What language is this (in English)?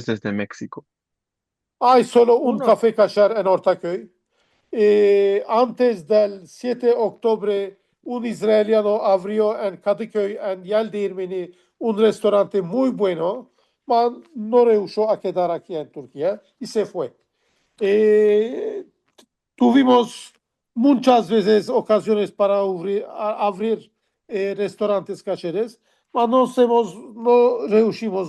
Ladino